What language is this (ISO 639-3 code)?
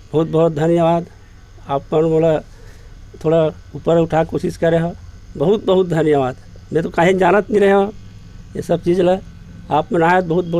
hne